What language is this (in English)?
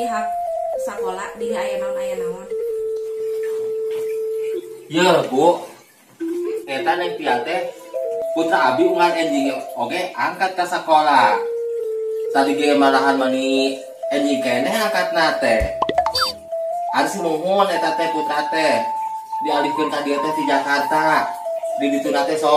Sundanese